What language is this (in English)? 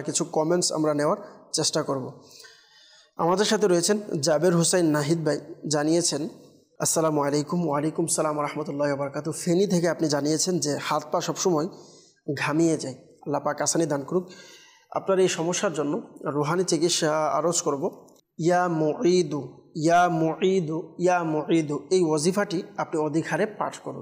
Bangla